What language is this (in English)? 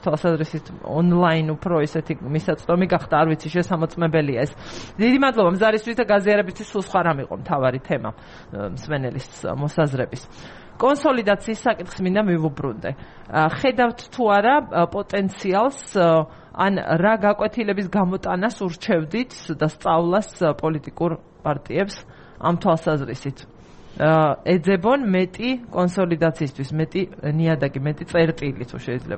Georgian